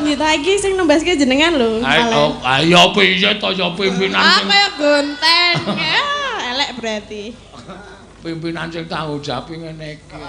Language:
Javanese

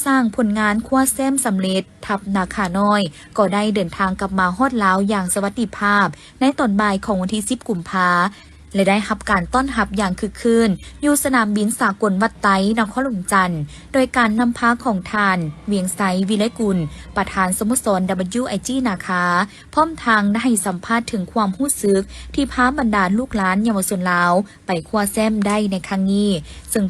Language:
Lao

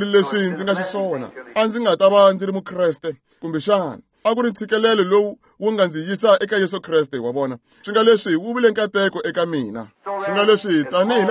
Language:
Tsonga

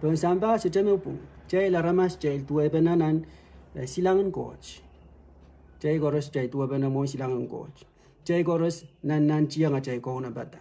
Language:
Pohnpeian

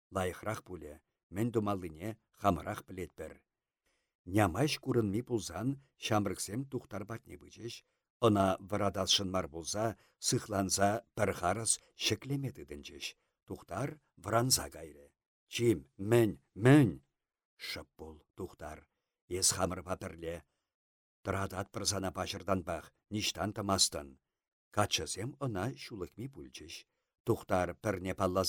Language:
Chuvash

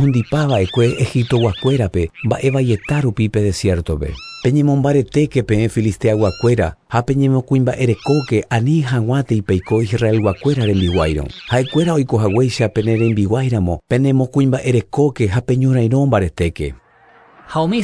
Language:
Guarani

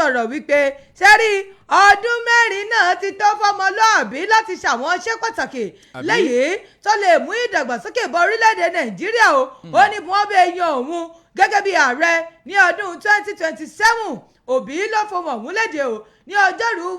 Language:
Yoruba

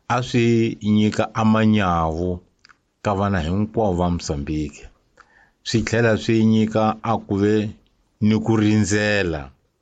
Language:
Tsonga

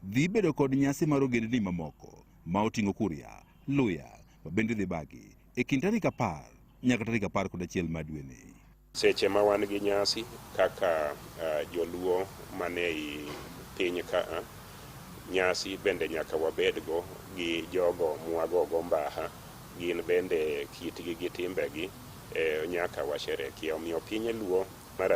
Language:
Luo (Kenya and Tanzania)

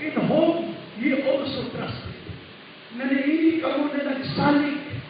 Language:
Cebuano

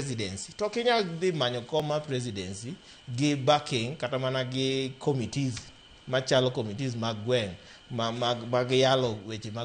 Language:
Luo (Kenya and Tanzania)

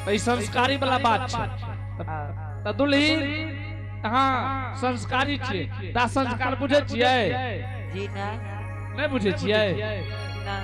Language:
Angika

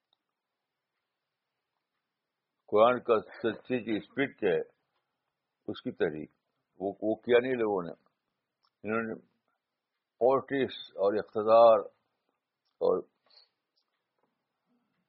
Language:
Urdu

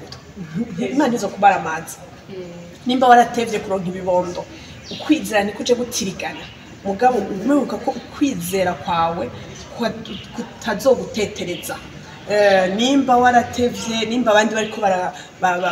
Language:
Rundi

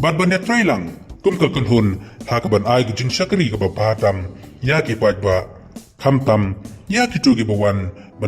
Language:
Khasi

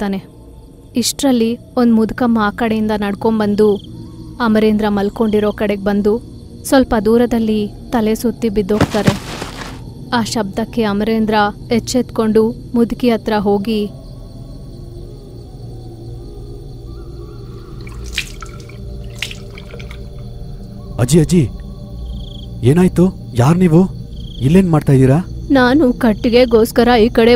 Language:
Kannada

